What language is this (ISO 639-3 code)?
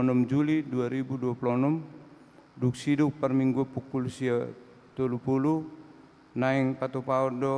bbc